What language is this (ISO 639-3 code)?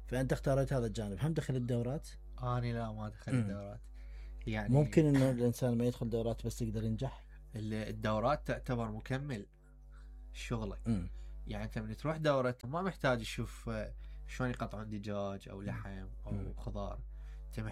acm